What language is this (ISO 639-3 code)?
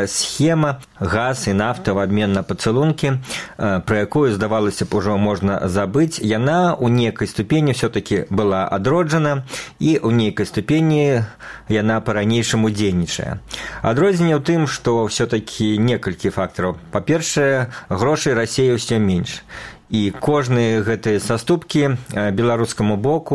bel